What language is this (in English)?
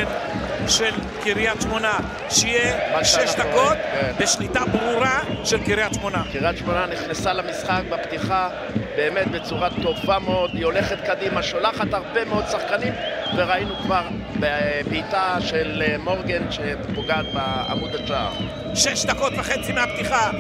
Hebrew